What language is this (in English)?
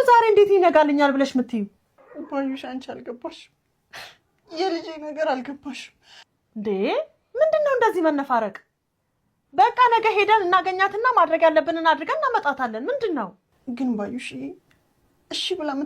Amharic